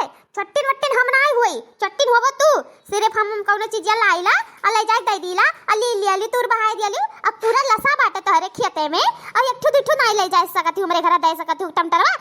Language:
Awadhi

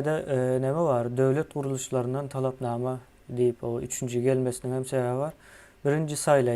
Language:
Turkmen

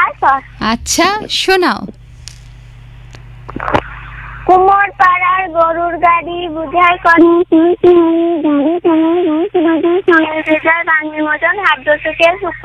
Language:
Bangla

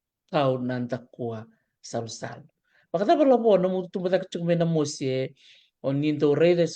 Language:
Fijian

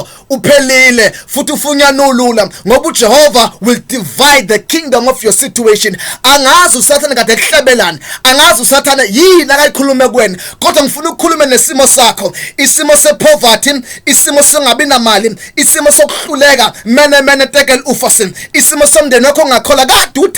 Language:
Zulu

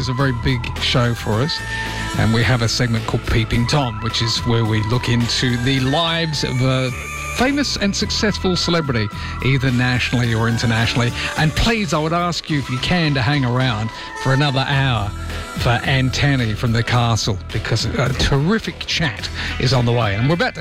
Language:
English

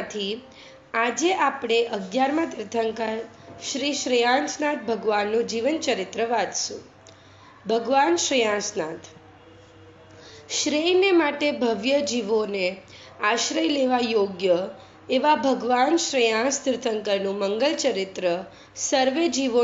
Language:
Gujarati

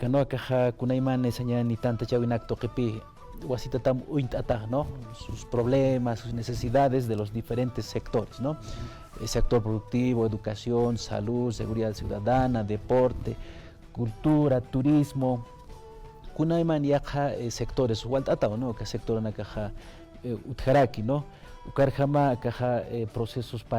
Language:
Aymara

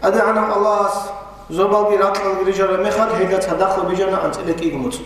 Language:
Avaric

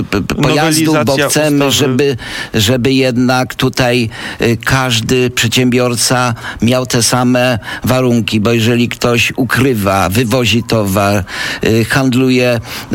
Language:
Polish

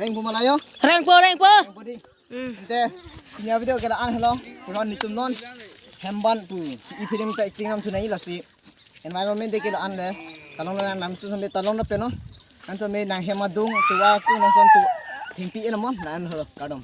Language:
Karbi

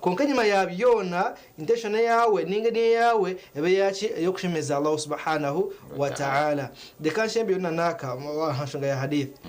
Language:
Nyankole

